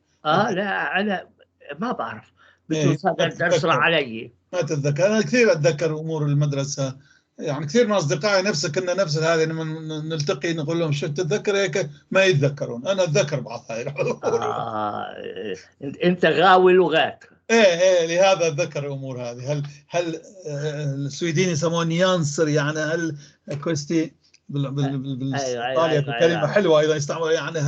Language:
North Levantine Arabic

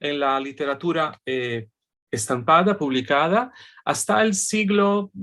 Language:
Ladino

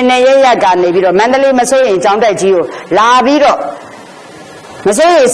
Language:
Burmese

